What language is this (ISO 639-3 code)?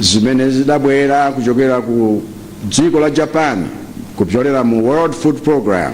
nya